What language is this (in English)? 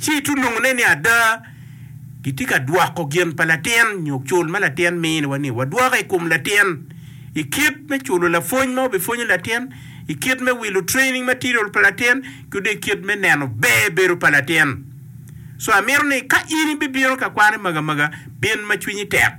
Acoli